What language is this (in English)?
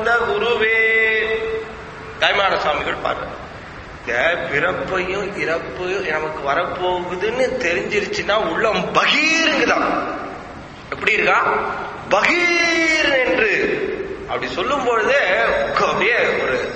Tamil